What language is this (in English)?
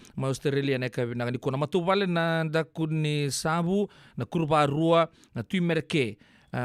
Fijian